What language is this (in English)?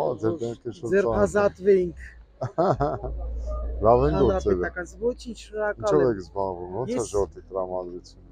Armenian